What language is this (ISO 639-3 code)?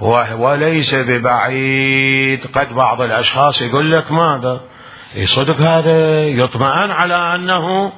acm